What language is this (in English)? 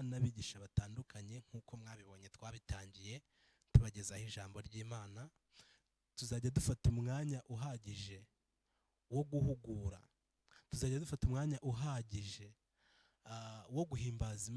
Kinyarwanda